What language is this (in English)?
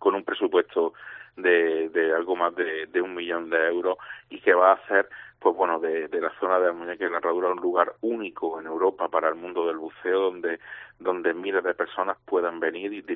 Spanish